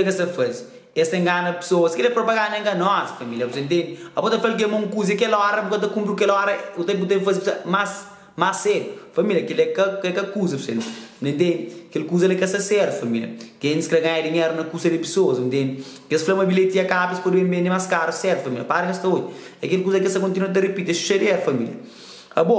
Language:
Kabuverdianu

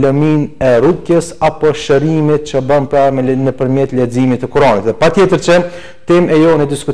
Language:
Albanian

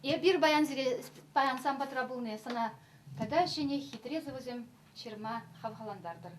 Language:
Chuvash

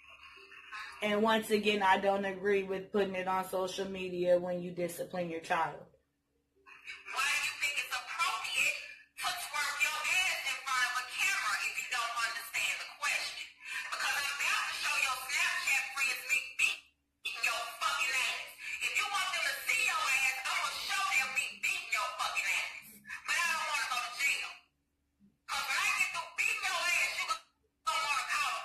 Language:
English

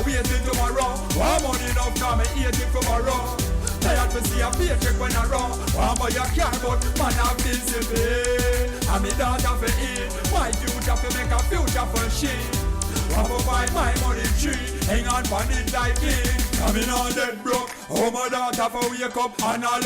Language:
Jamaican Creole English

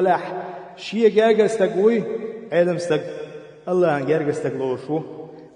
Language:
Chechen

